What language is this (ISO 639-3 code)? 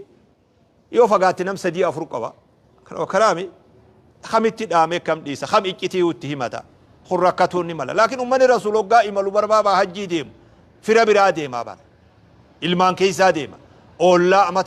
orm